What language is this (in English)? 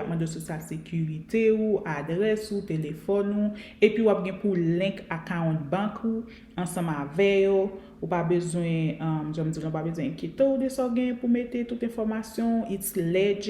Haitian Creole